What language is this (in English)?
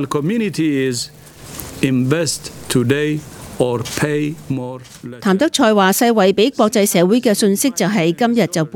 Cantonese